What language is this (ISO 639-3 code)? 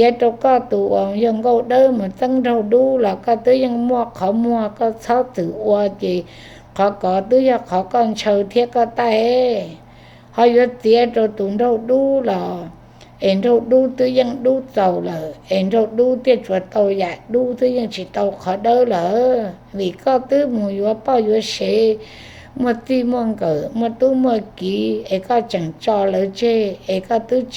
hmn